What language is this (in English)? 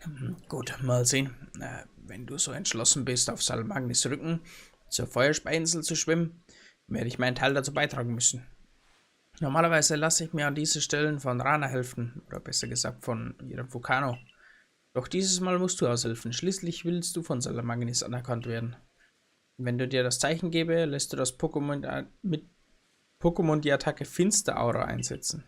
Bavarian